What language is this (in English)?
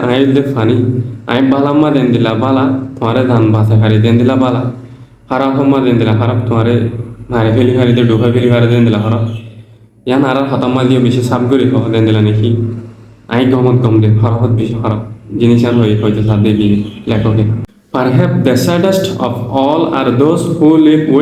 Rohingya